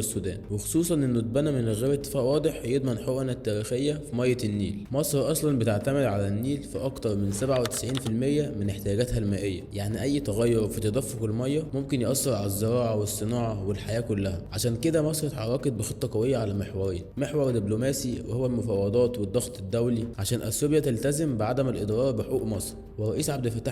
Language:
Egyptian Arabic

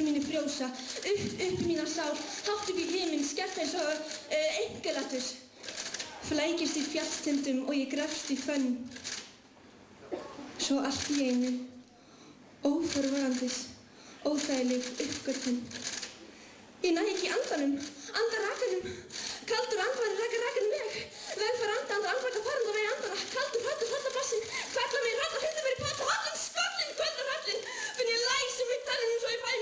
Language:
Icelandic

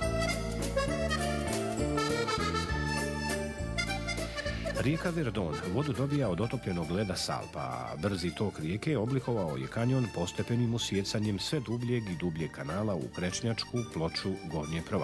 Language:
Bosnian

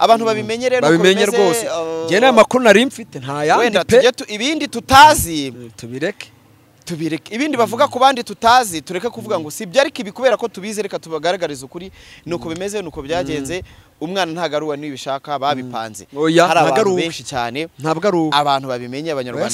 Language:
Kinyarwanda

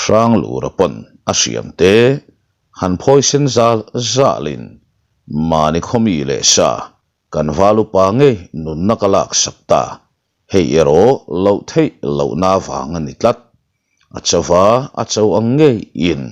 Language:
Mizo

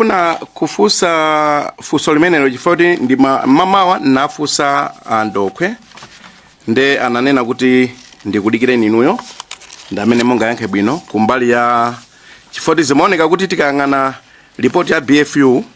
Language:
Nyanja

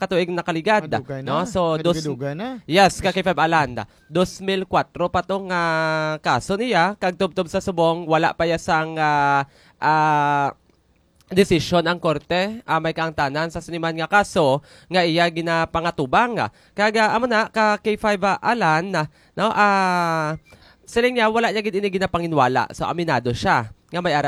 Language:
Hiligaynon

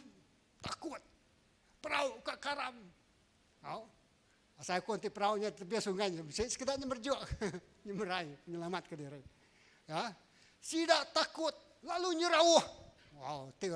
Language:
Iban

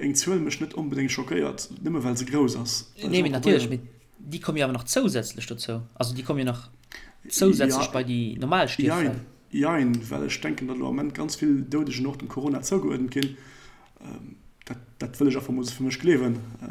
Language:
Luxembourgish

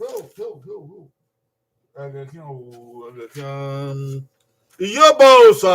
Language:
Bini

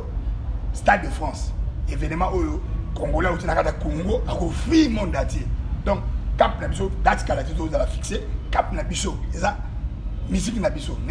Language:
Lingala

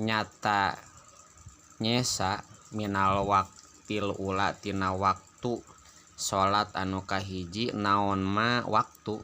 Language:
Sundanese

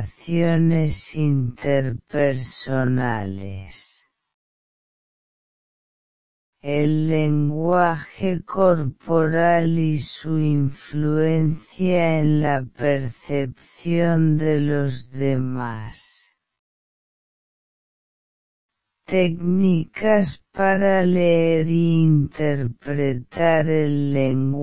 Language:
Spanish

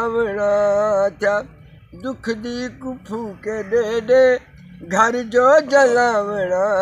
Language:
Saraiki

